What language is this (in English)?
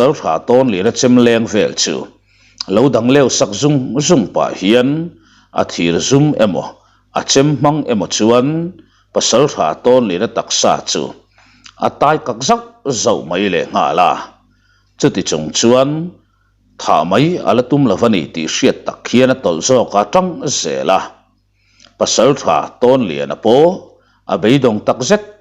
Mizo